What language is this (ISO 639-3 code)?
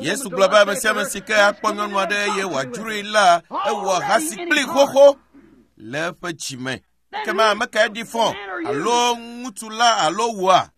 ewe